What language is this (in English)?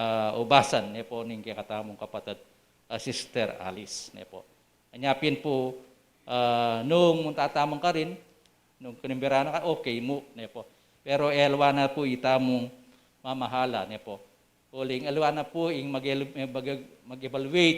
Pampanga